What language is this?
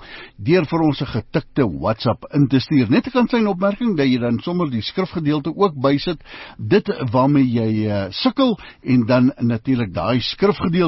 Afrikaans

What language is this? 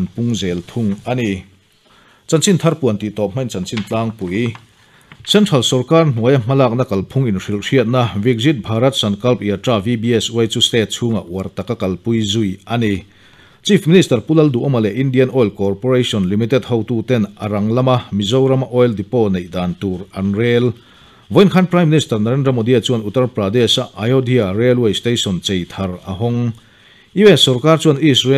Mizo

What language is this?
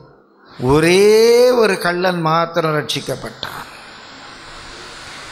Tamil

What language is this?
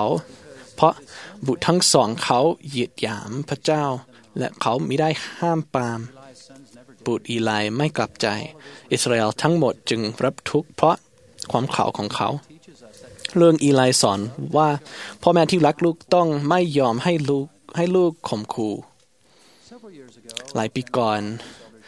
Thai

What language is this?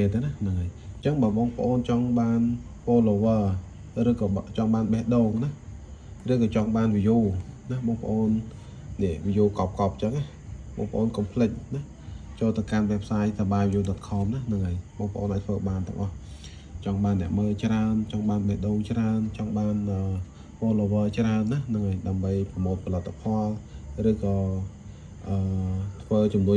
Khmer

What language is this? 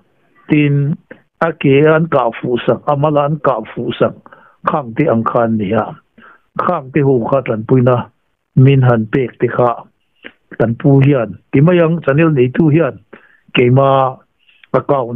Mizo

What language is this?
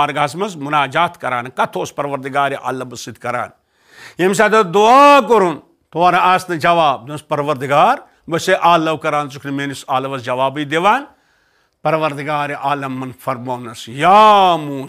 Kashmiri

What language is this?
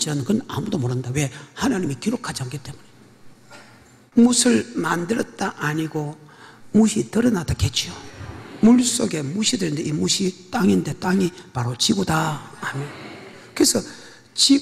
Korean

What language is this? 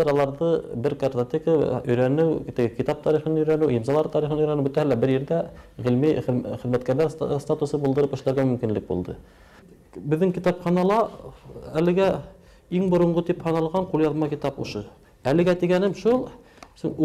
Bashkir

